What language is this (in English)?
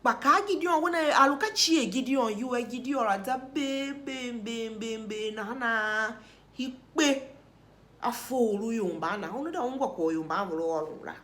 Tiv